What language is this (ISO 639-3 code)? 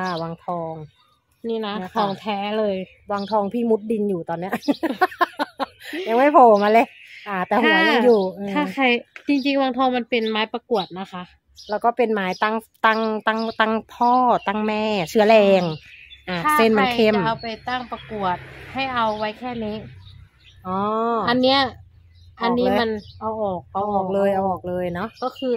tha